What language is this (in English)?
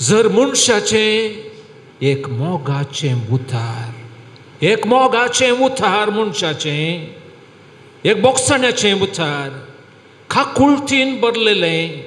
Konkani